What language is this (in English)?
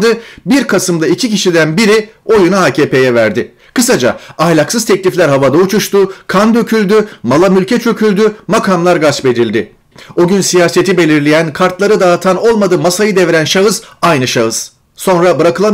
Turkish